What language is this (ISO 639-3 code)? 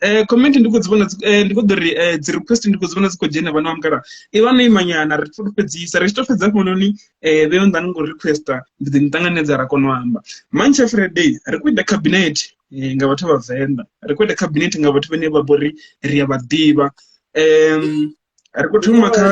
ven